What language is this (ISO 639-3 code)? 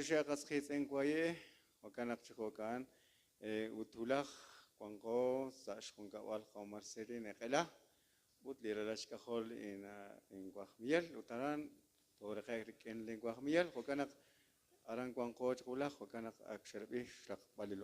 kek